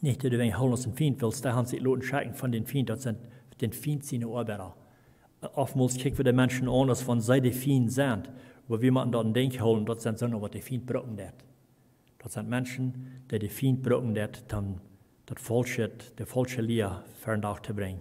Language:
Plautdietsch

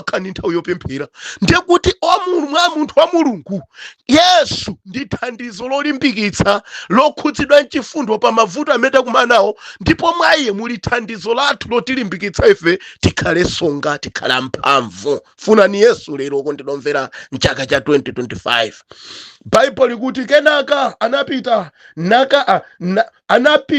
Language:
Nyanja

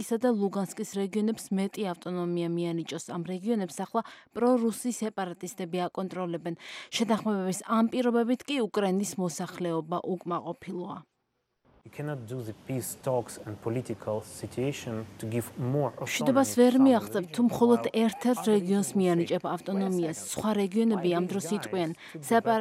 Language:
Georgian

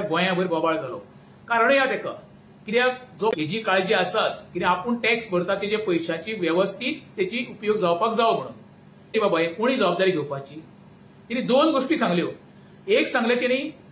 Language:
Konkani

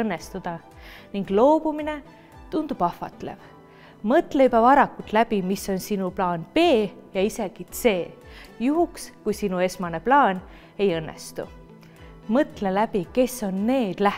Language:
Estonian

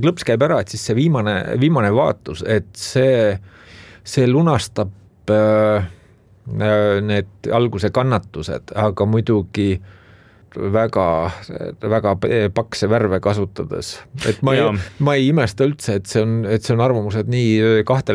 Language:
Estonian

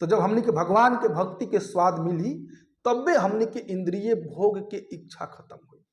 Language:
Bhojpuri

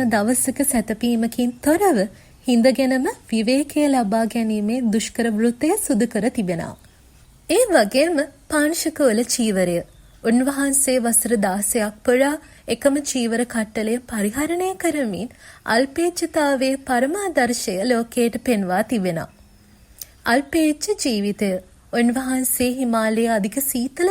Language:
Sinhala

